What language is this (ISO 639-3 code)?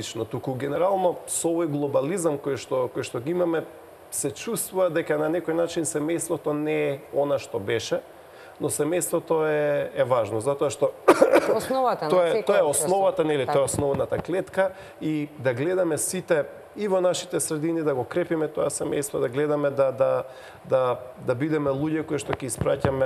mkd